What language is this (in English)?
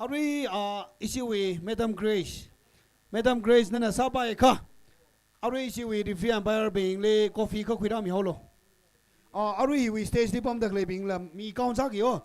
Tangkhul Naga (India)